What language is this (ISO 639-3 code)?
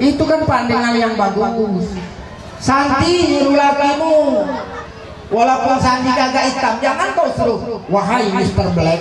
mui